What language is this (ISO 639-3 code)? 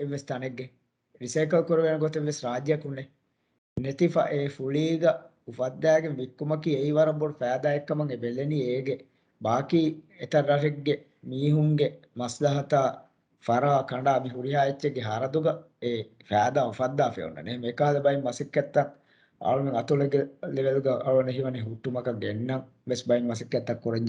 div